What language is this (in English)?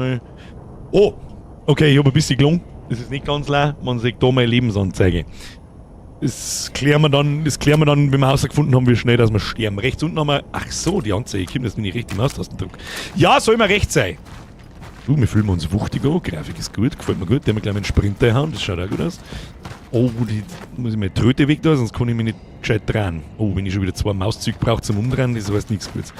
Bavarian